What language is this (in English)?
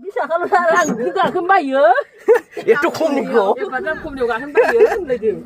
Bodo